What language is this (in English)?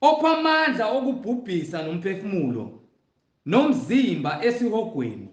Zulu